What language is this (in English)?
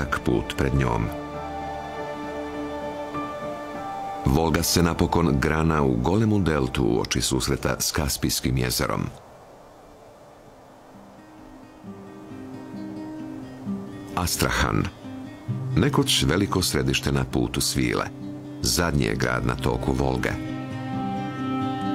Croatian